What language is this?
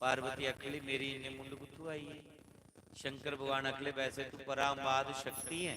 Dogri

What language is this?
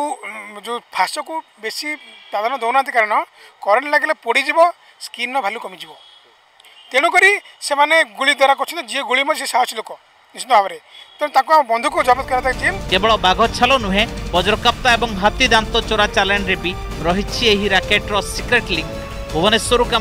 Odia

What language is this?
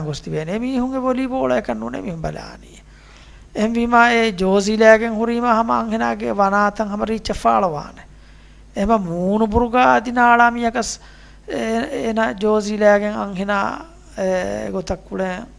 Divehi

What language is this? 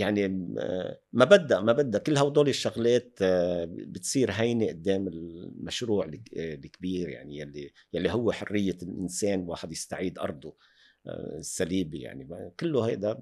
North Levantine Arabic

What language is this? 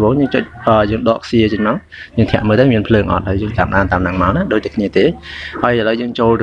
Khmer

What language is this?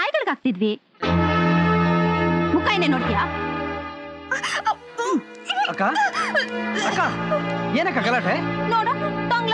Kannada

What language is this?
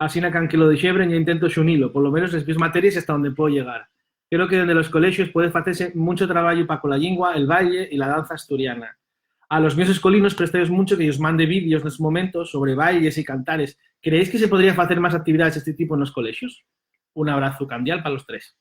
Asturian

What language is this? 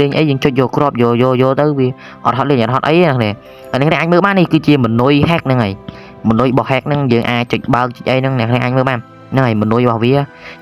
Khmer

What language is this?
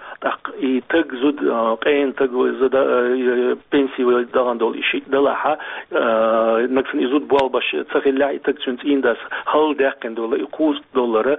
Chechen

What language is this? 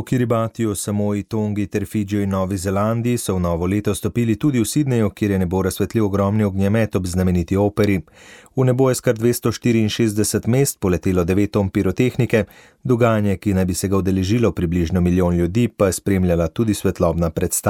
Slovenian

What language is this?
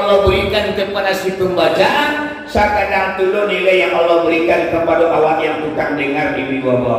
Minangkabau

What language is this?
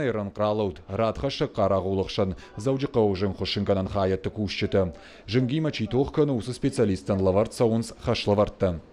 Ossetic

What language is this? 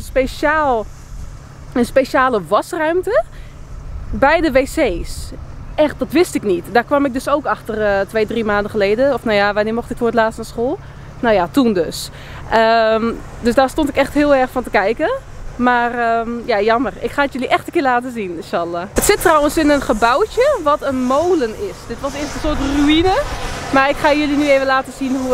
Dutch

